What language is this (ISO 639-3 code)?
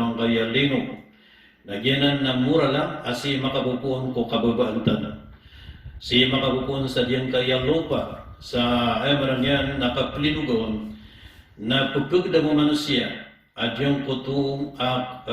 mrw